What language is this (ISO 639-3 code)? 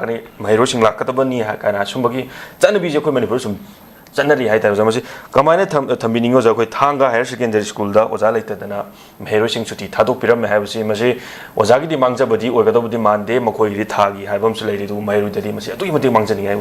mni